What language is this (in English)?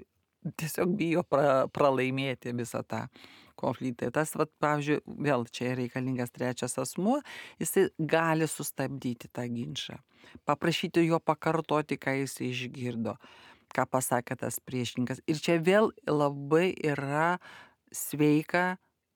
Lithuanian